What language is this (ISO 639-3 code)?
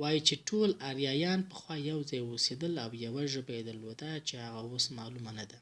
pus